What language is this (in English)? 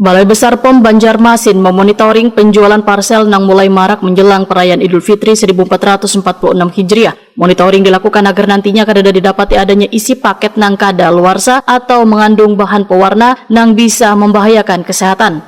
Banjar